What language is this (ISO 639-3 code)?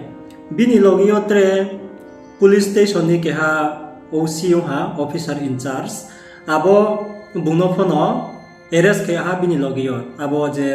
ria